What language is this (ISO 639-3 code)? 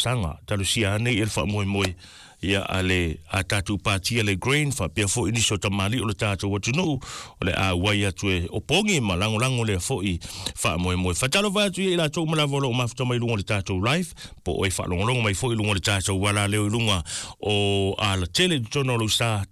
smo